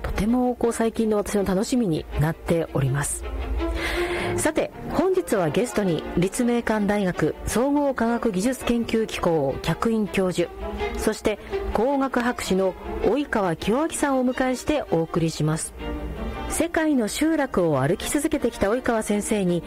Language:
Japanese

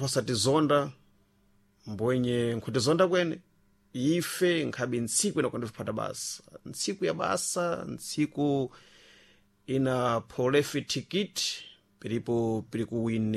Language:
Sena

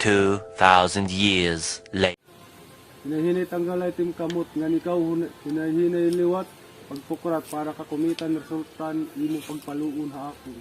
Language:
Waray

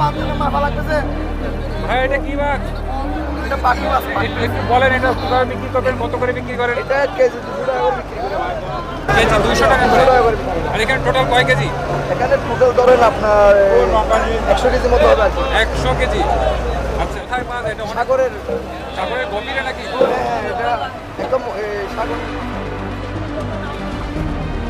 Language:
Bangla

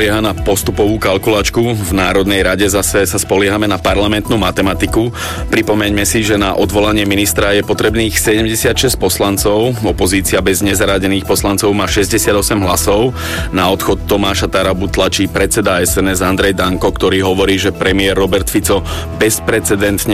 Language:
Slovak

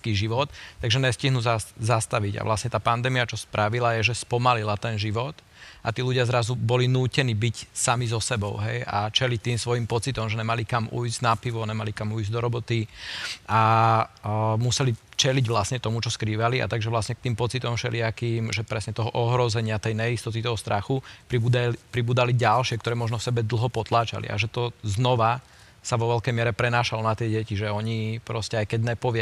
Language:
Slovak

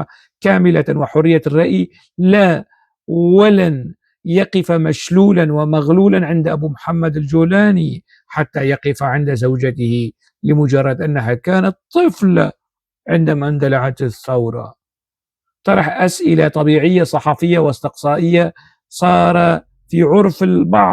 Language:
North Levantine Arabic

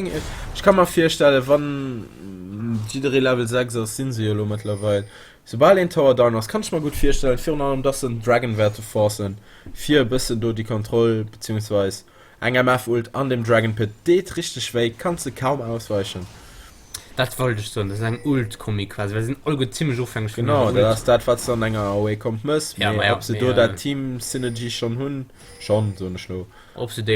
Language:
Luxembourgish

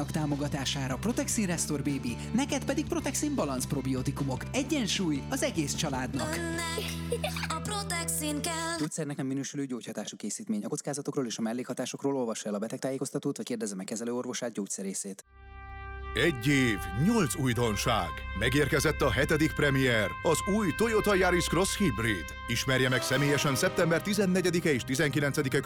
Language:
Hungarian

